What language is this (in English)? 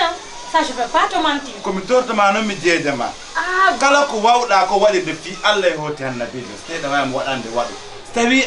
Fula